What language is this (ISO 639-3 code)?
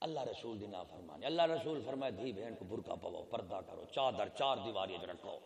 skr